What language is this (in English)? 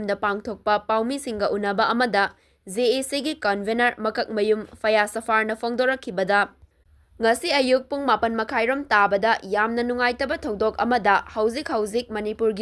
Manipuri